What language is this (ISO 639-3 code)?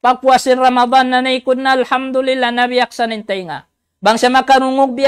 tsg